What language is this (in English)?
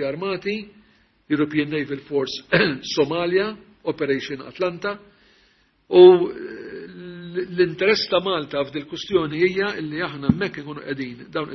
Maltese